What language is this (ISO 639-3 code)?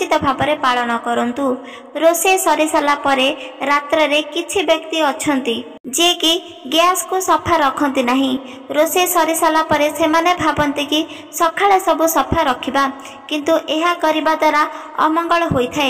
ori